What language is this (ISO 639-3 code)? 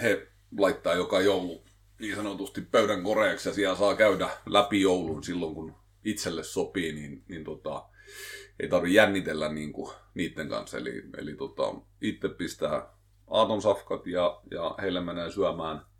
fin